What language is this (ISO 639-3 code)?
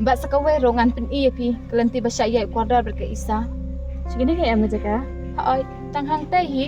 kha